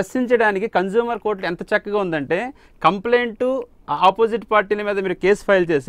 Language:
Telugu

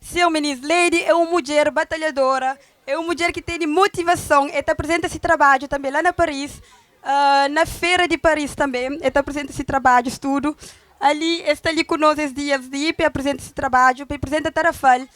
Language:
Kabuverdianu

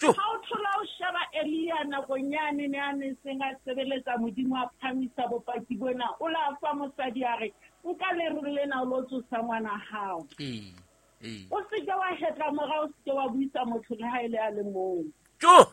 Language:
Southern Sotho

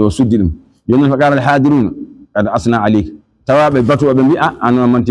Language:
Fula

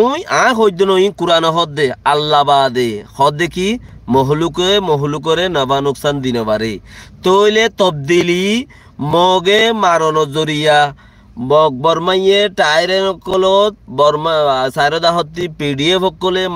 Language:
Rohingya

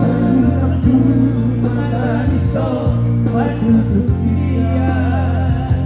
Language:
Batak Toba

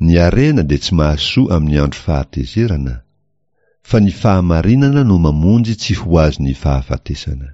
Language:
Malagasy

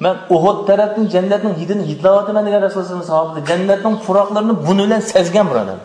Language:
Uyghur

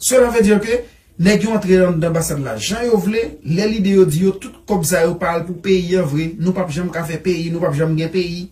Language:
Haitian Creole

